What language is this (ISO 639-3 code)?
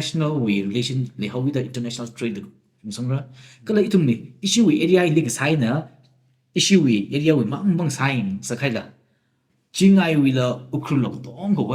nmf